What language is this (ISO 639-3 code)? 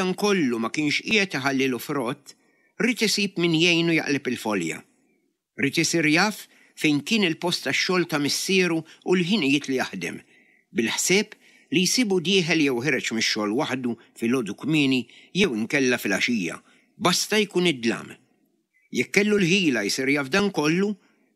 mlt